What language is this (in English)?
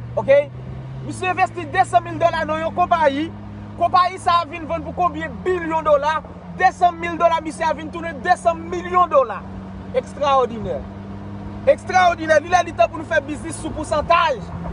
Haitian Creole